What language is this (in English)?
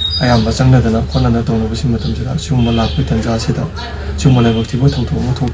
Manipuri